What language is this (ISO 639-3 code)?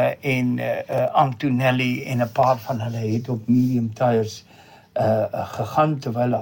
afr